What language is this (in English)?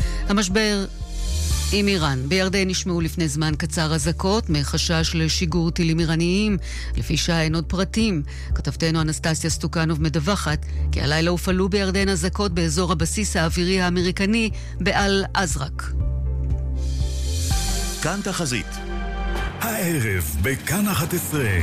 Hebrew